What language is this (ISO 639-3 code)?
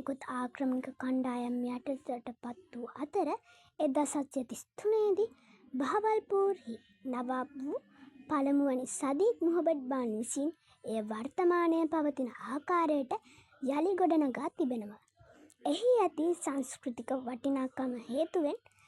sin